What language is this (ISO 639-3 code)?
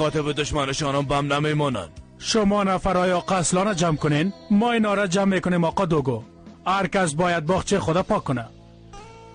fas